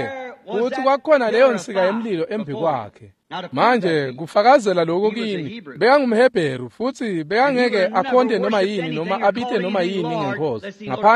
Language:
Swati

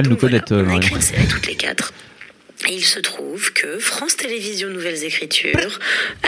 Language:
French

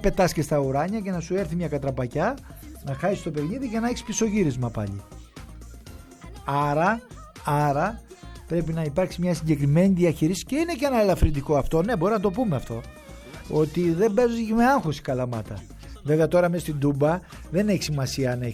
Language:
Greek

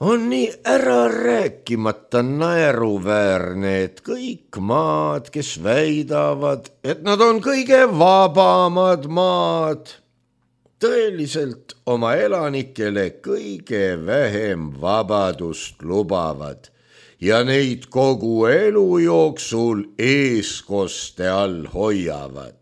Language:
Estonian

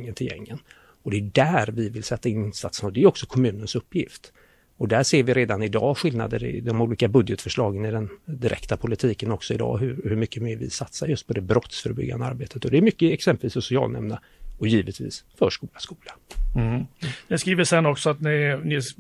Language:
Swedish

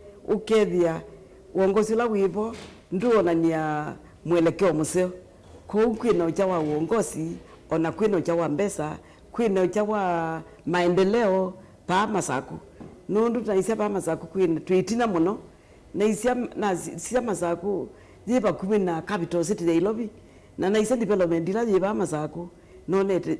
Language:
Kamba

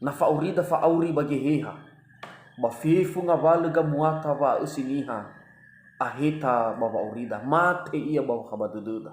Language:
Nias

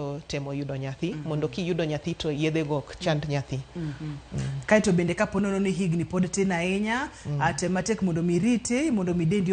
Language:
Luo (Kenya and Tanzania)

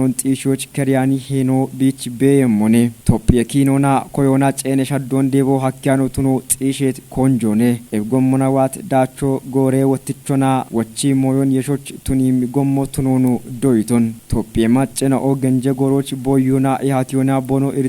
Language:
Kafa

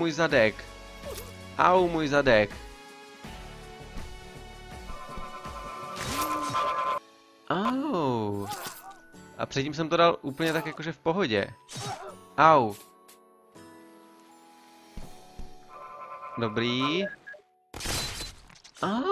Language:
Czech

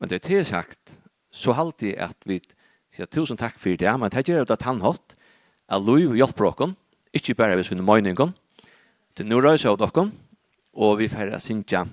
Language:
Faroese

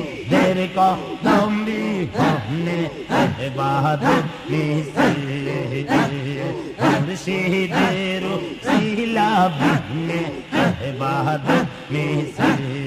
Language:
Bangla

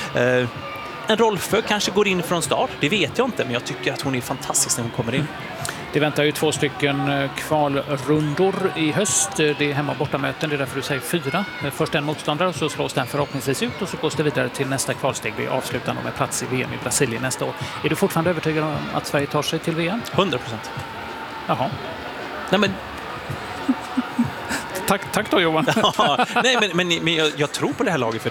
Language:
Swedish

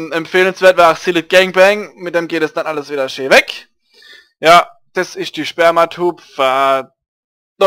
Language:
Palatine German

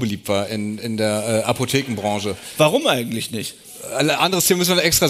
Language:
German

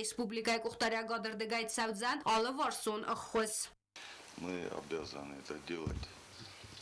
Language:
Ossetic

